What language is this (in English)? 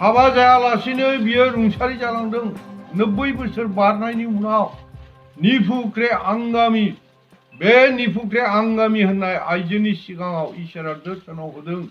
Bodo